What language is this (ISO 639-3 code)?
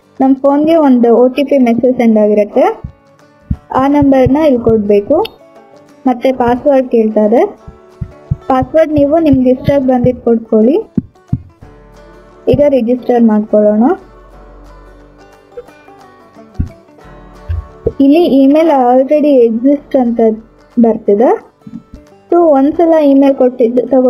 kan